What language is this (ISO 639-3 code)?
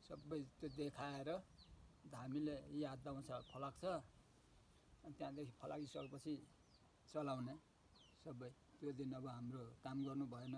nep